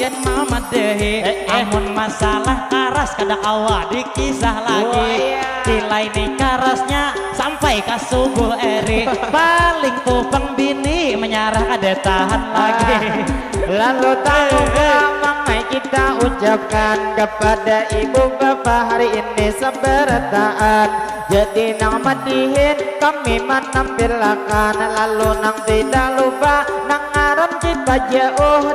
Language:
Banjar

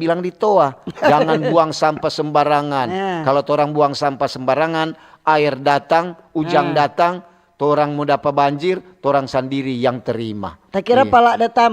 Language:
Manado Malay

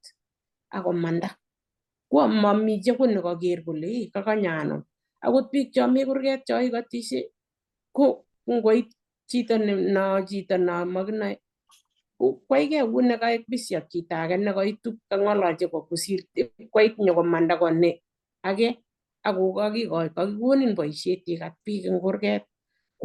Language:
Kalenjin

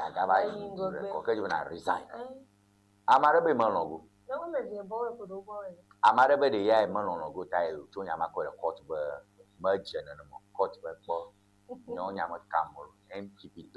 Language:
Ewe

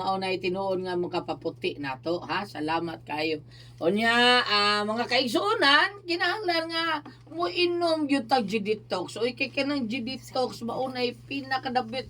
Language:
Cebuano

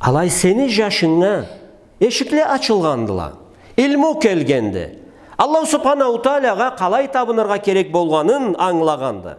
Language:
Karachay-Balkar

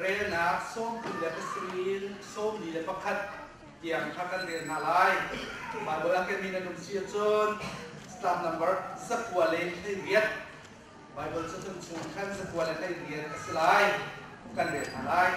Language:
Hakha Chin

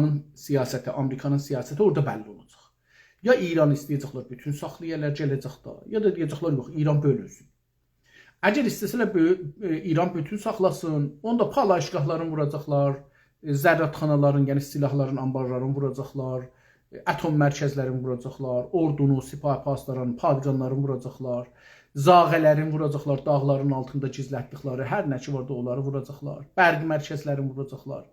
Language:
South Azerbaijani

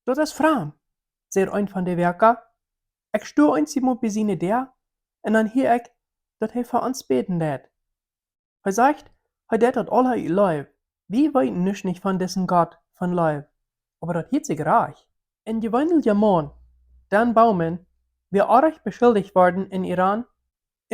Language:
Plautdietsch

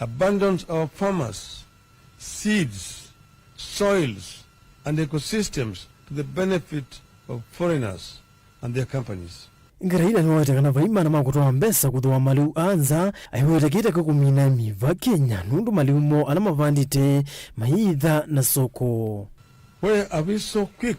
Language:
Kamba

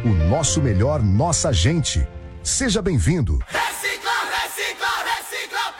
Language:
Portuguese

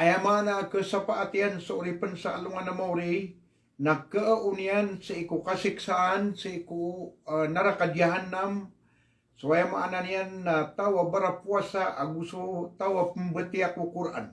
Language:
Maranao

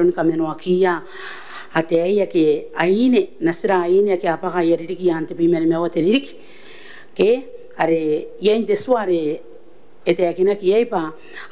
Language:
Gilbertese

